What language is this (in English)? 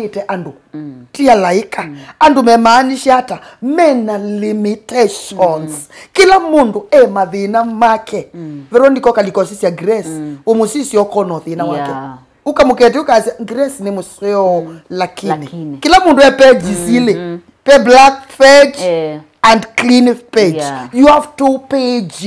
Kamba